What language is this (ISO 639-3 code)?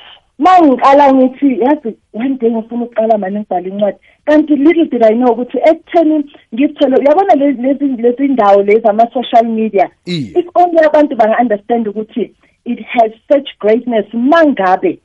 nbl